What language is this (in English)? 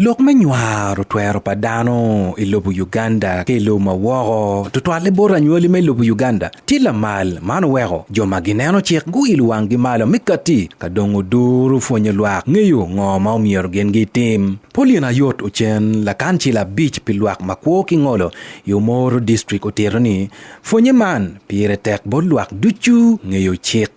Acoli